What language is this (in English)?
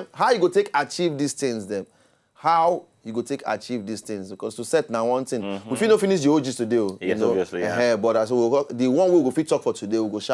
Nigerian Pidgin